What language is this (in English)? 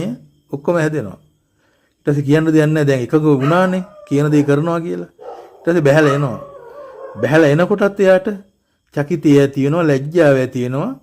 Sinhala